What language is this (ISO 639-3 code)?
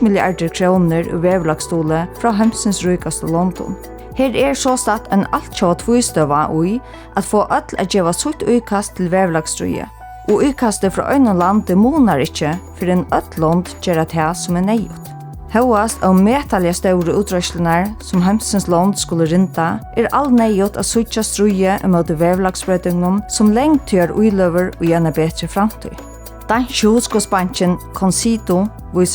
fao